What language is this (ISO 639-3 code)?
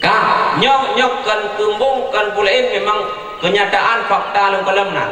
ace